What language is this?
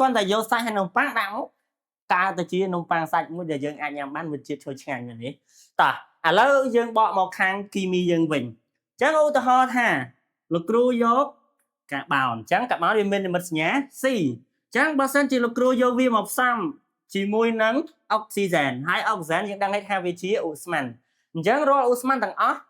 Khmer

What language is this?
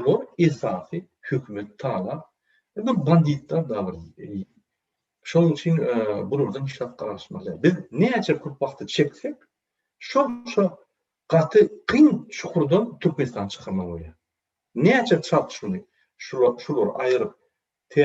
Turkmen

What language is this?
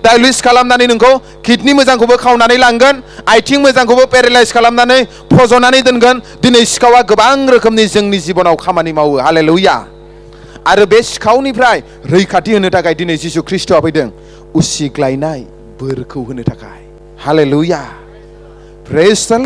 Bodo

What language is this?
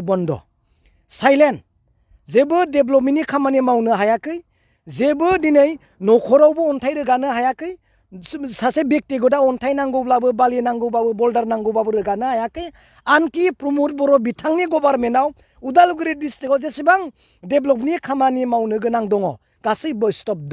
Bodo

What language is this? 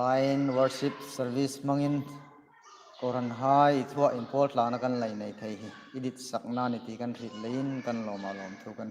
Hmar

